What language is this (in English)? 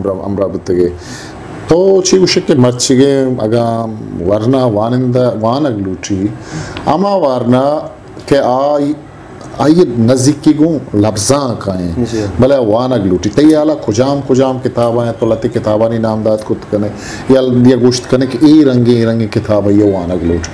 Baluchi